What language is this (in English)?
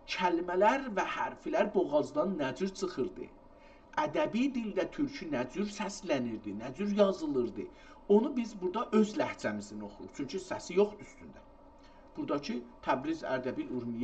South Azerbaijani